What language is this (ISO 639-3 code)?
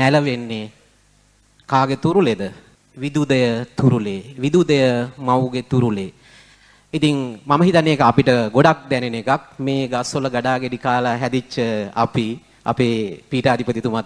sin